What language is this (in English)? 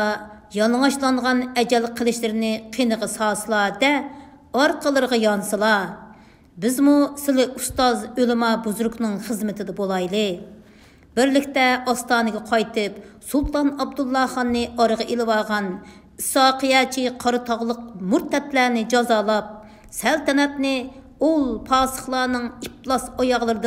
Uyghur